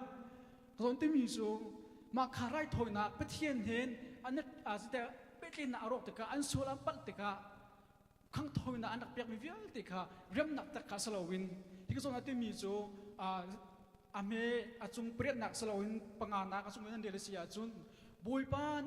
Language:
Hakha Chin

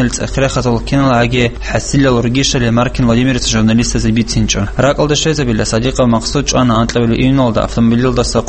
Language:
Avaric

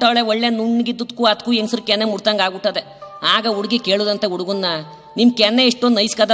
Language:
Kannada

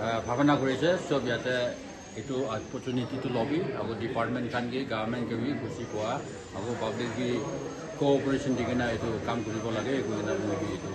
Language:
Naga Pidgin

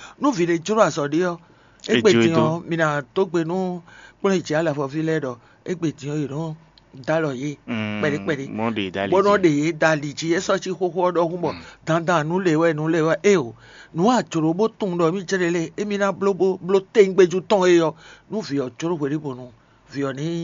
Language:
Fon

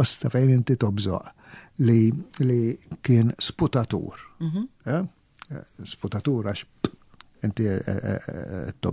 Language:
Maltese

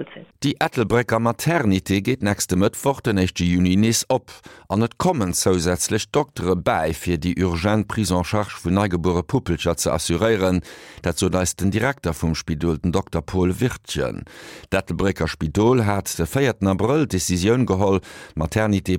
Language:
Luxembourgish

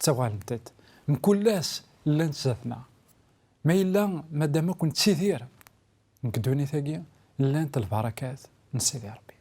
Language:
Kabyle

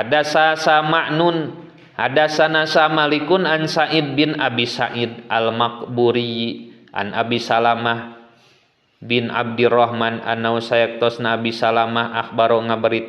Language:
Sundanese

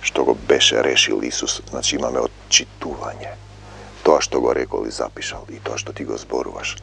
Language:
Macedonian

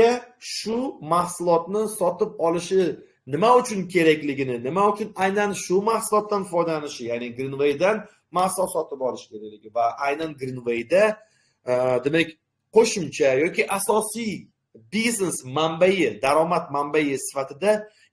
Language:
Uzbek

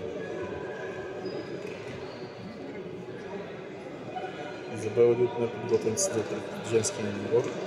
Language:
Bulgarian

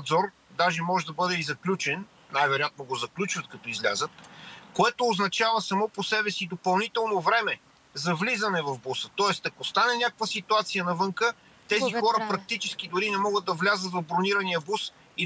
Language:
Bulgarian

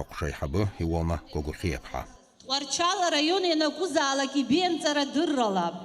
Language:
Abkhazian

